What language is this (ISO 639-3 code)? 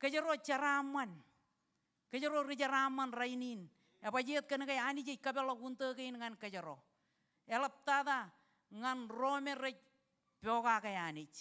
mah